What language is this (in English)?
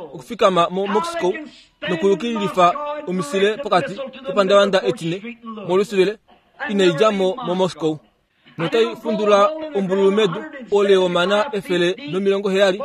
Kuanyama